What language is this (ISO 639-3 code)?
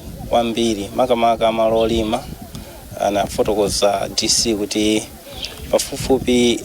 nya